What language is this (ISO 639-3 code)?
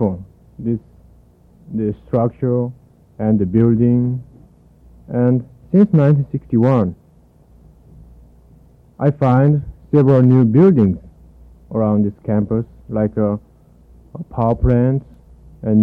eng